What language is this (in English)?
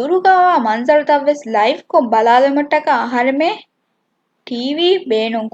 Divehi